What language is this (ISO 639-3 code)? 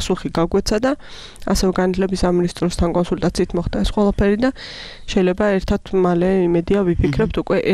kat